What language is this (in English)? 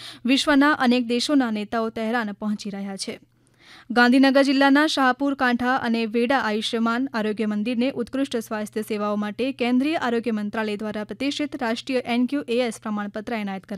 Gujarati